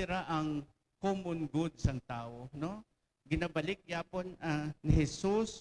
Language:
Hiligaynon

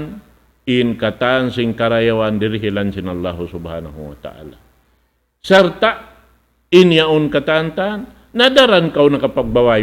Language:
Tausug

